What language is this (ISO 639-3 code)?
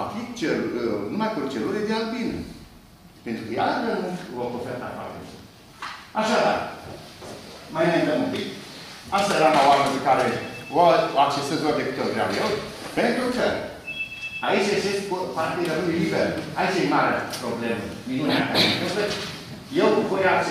ron